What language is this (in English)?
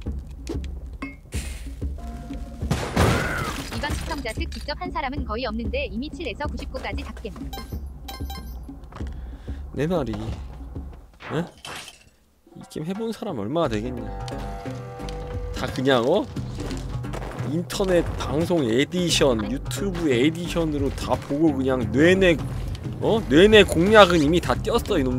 Korean